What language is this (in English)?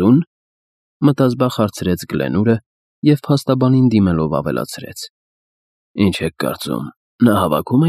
Armenian